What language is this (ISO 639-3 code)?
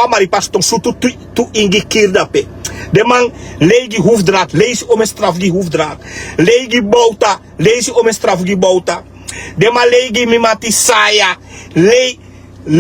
srn